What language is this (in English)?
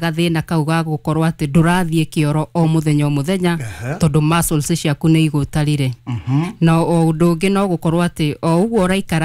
Kikuyu